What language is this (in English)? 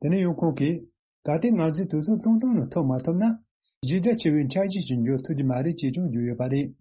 Tibetan